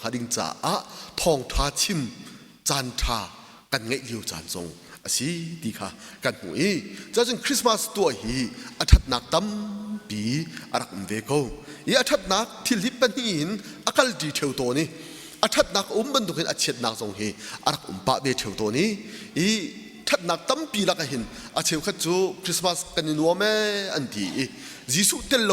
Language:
Hakha Chin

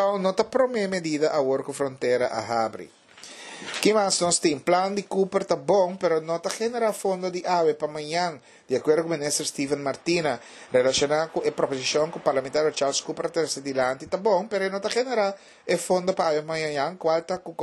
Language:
Papiamento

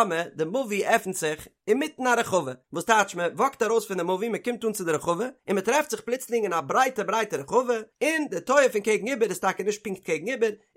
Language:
Yiddish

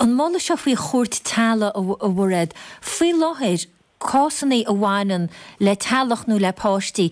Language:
Irish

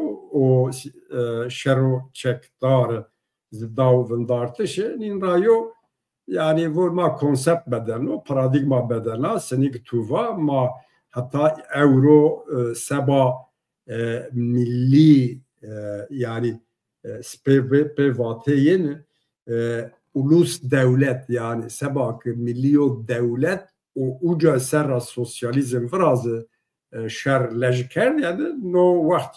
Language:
Zaza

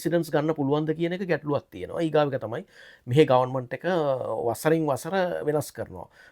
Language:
Sinhala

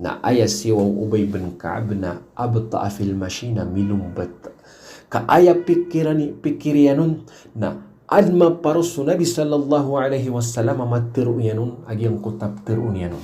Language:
Maranao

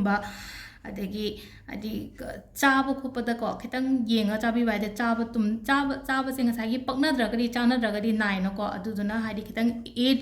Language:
Manipuri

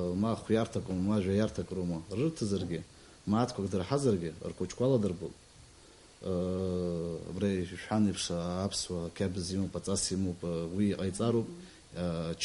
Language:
Abkhazian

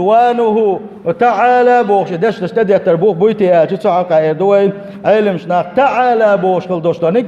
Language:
Chechen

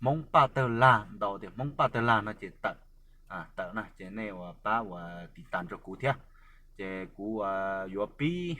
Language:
Hmong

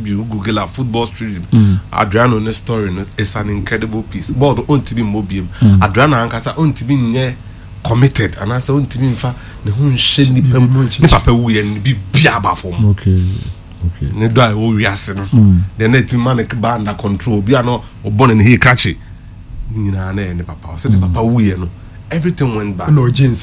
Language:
Akan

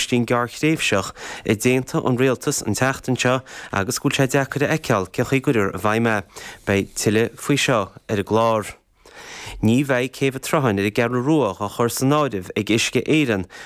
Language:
Irish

